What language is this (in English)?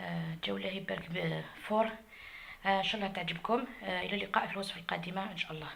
Algerian Arabic